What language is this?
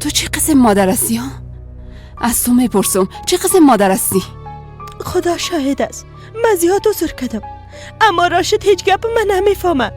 Persian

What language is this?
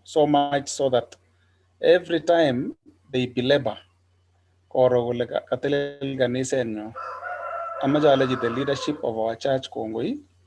Kalenjin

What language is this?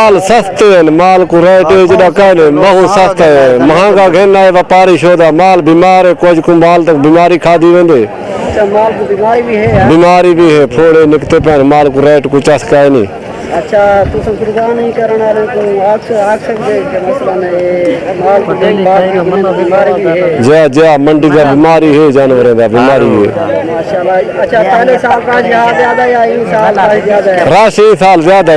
Saraiki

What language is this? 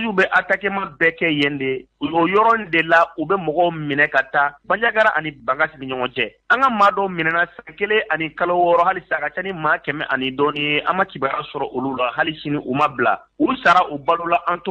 Bambara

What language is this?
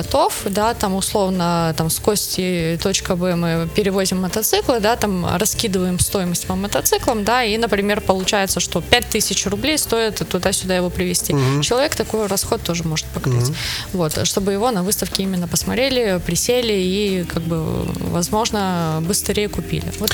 Russian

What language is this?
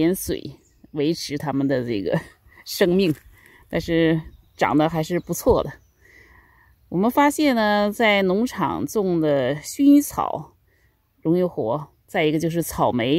Chinese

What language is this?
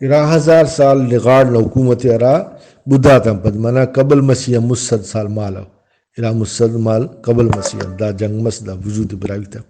Brahui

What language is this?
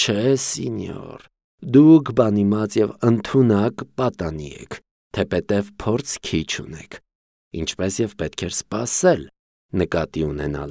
Armenian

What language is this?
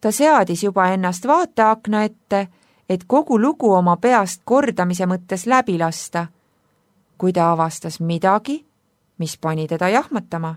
Estonian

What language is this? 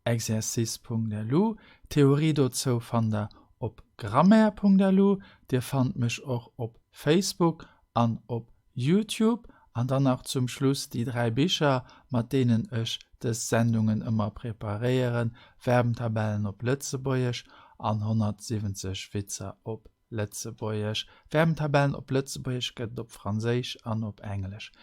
Luxembourgish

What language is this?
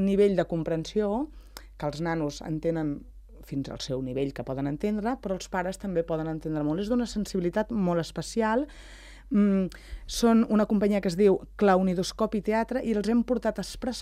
Catalan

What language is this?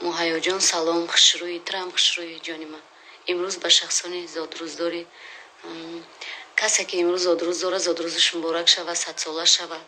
Tajik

